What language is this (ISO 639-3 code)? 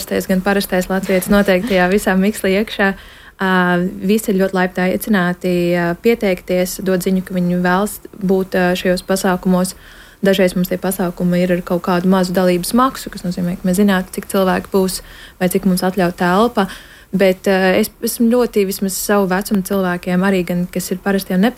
lav